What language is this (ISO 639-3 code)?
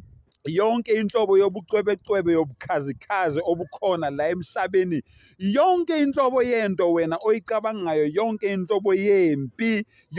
zul